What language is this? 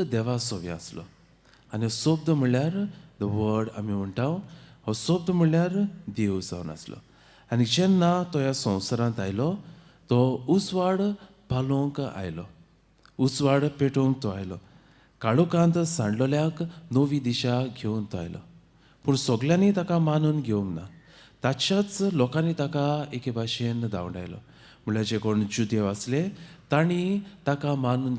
Konkani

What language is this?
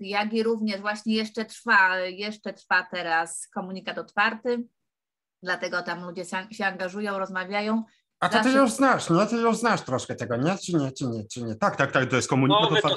Polish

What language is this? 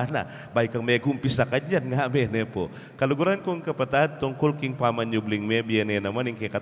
Pampanga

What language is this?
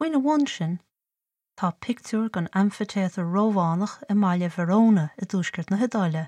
Irish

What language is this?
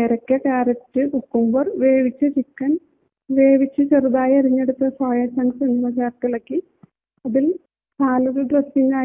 Malayalam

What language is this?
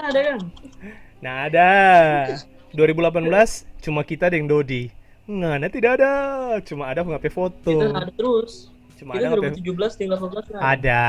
Manado Malay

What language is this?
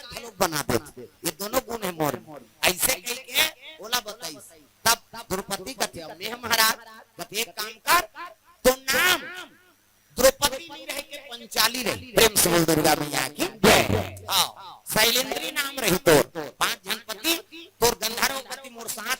Chhattisgarhi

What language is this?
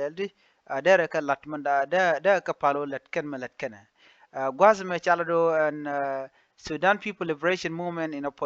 Nuer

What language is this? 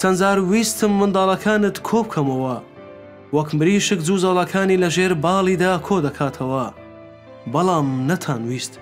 Central Kurdish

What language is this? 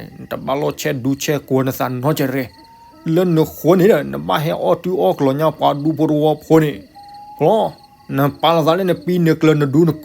S'gaw Karen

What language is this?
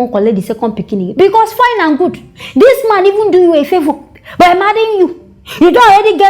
Nigerian Pidgin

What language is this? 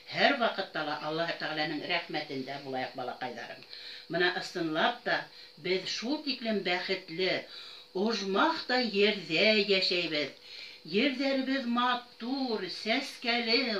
Bashkir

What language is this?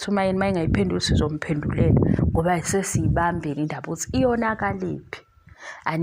Zulu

